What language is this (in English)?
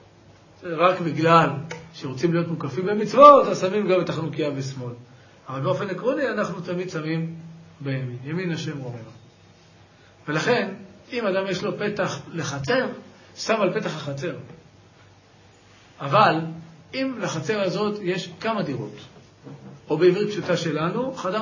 Hebrew